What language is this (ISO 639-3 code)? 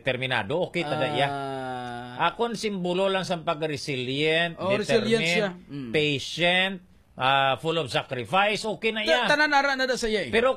hil